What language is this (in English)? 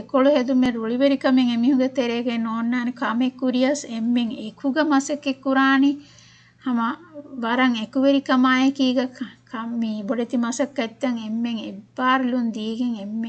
Divehi